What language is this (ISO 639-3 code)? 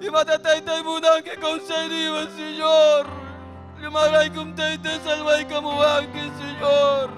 quy